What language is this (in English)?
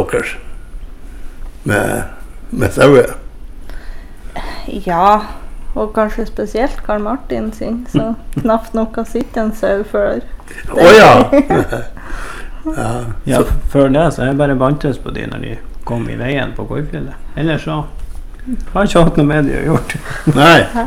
Norwegian